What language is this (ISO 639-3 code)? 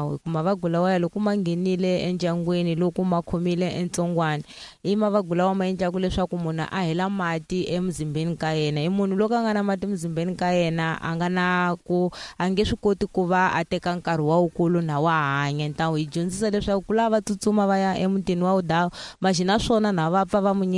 tso